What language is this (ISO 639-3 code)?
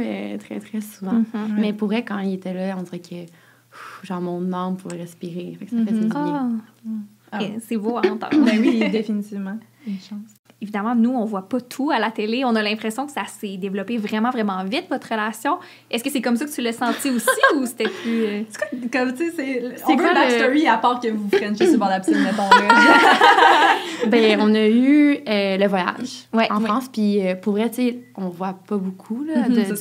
fra